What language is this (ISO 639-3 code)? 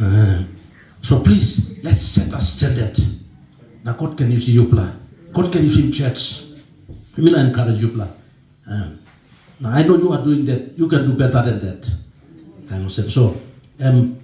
tpi